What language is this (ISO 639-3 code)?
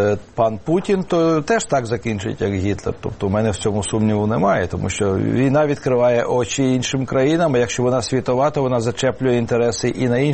ukr